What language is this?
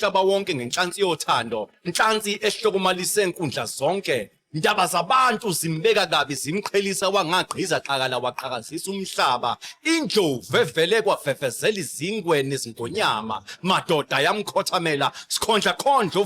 Zulu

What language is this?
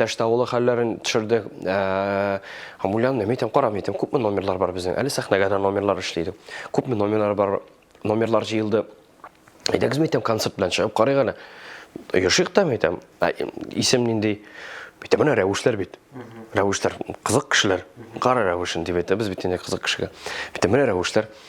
Tatar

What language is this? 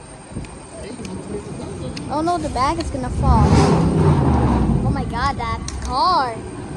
English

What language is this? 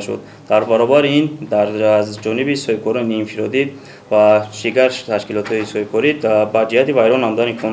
Tajik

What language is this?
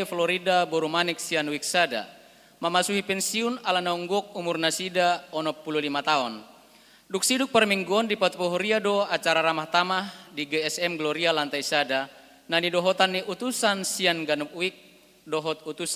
Batak Toba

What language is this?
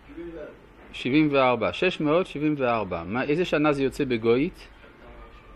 Hebrew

